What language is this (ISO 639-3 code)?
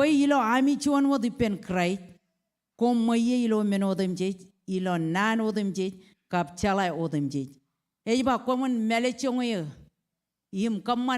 mah